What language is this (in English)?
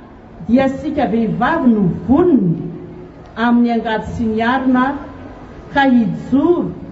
Malagasy